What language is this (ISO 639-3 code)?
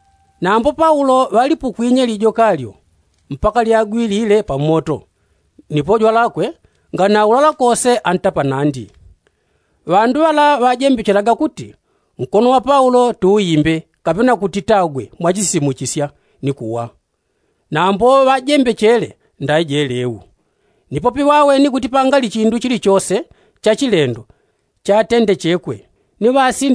yao